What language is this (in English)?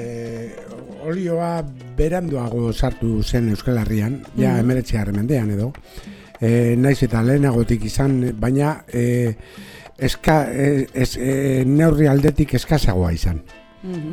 Basque